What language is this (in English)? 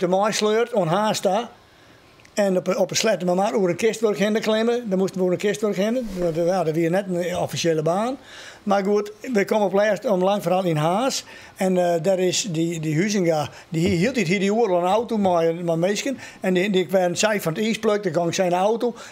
Western Frisian